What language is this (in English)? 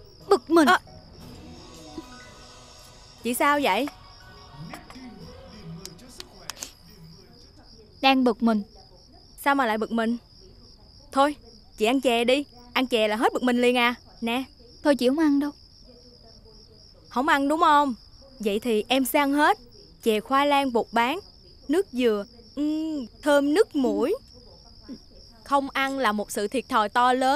Vietnamese